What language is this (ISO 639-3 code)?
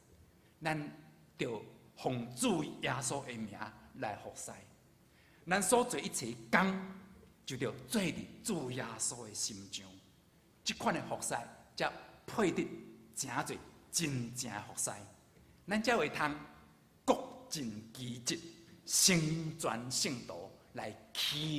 nan